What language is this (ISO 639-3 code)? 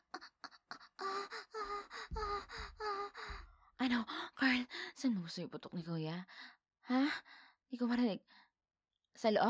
fil